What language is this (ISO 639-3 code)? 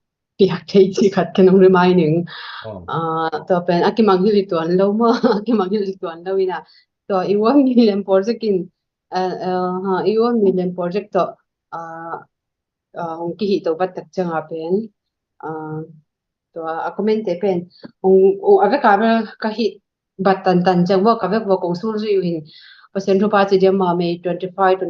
ctd